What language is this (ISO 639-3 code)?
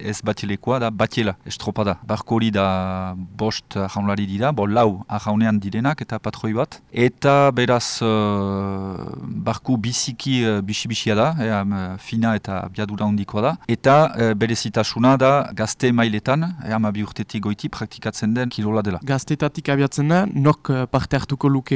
eus